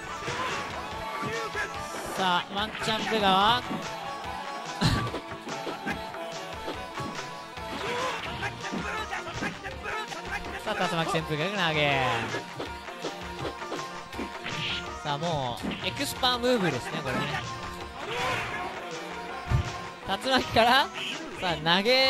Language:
Japanese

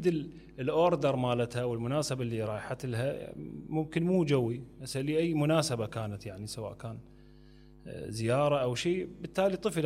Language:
Mesopotamian Arabic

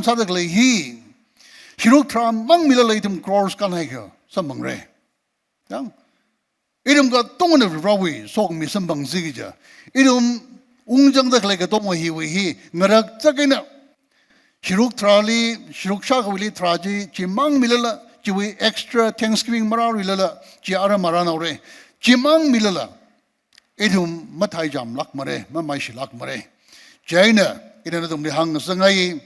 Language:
Tangkhul Naga (India)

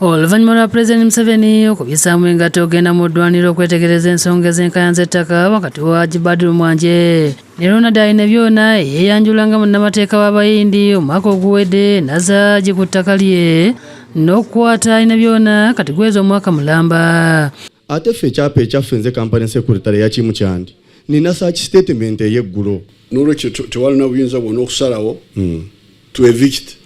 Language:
Ganda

